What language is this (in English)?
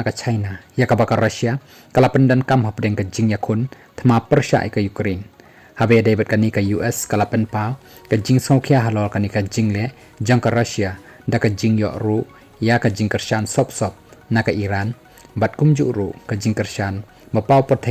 Khasi